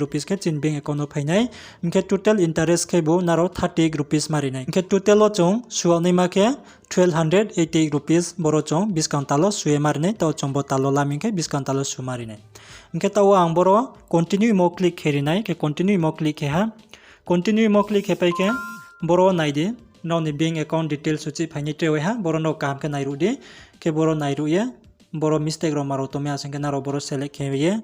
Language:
Riang (India)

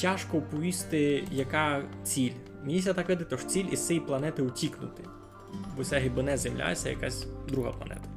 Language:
Rusyn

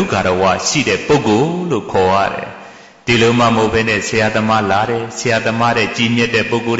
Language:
Burmese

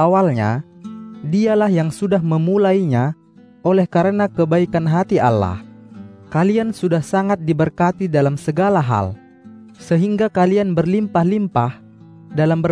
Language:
Indonesian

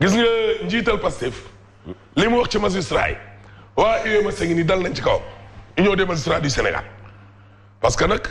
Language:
Wolof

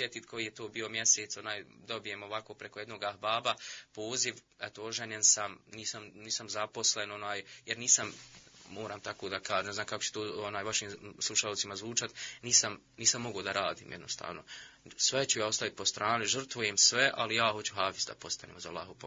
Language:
Bosnian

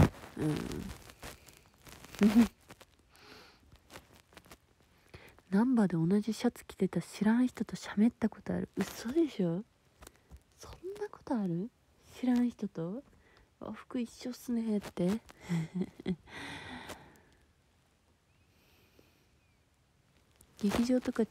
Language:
Japanese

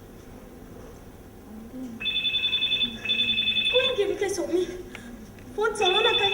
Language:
Konkani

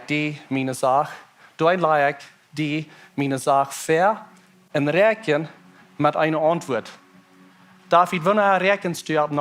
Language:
Plautdietsch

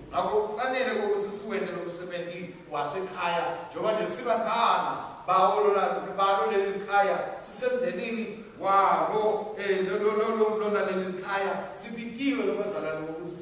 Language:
Swati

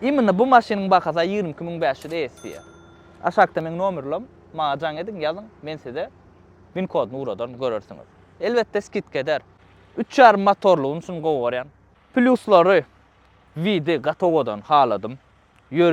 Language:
Turkmen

